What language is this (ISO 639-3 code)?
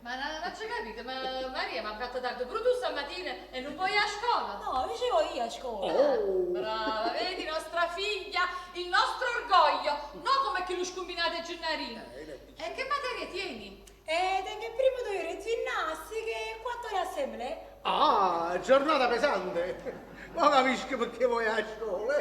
nap